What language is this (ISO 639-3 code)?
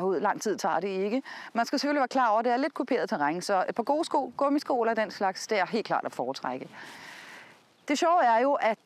dan